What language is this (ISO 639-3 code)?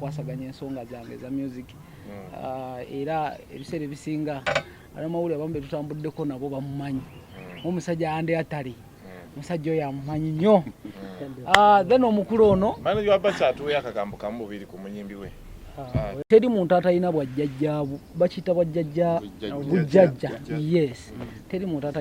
lug